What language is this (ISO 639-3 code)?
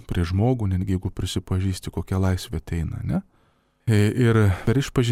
lit